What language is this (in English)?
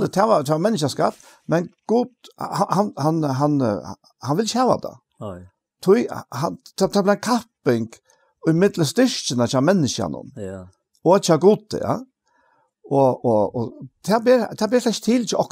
Faroese